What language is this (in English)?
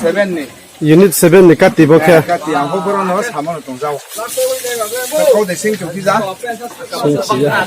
Riang (India)